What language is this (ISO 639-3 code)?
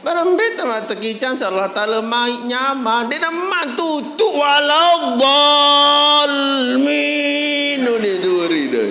sas